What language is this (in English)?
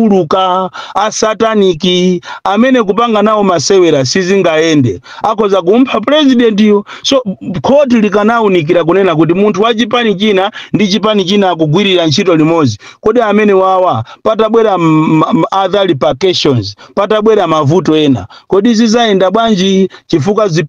Nyanja